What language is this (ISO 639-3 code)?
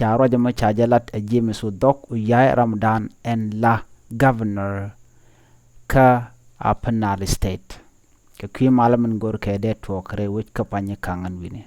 nus